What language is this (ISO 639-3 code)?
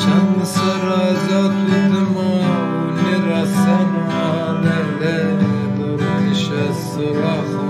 zza